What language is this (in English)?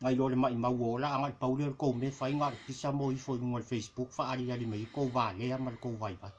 Samoan